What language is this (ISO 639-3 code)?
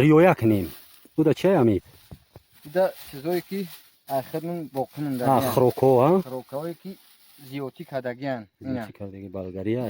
tgk